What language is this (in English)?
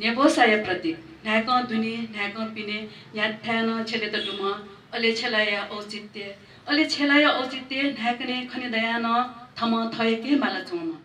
Newari